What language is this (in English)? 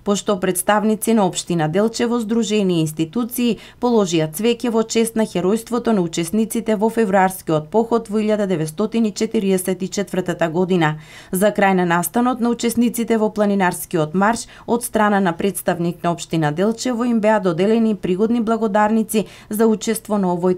Macedonian